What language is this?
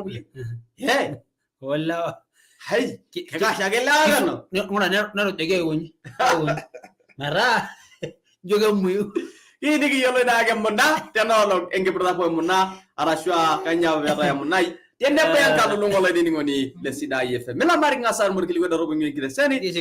Masai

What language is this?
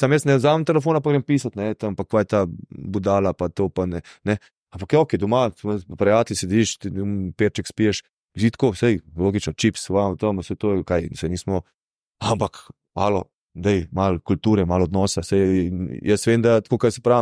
Slovenian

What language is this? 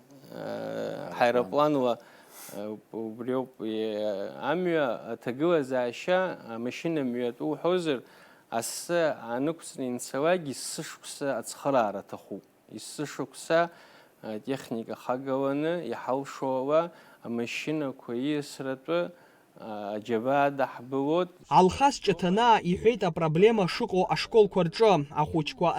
Abkhazian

